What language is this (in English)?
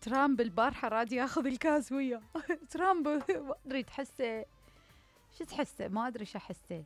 Mesopotamian Arabic